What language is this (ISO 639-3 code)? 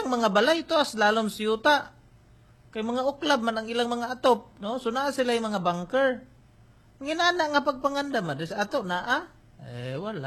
ceb